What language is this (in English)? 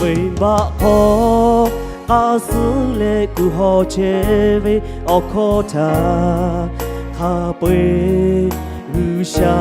Lahu